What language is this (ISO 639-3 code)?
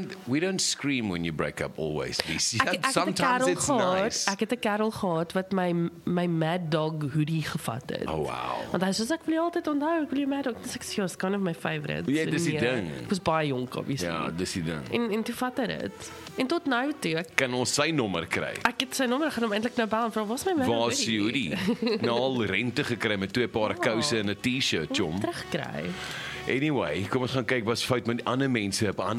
afr